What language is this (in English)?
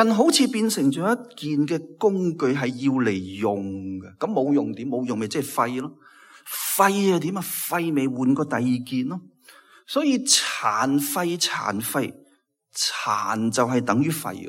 Cantonese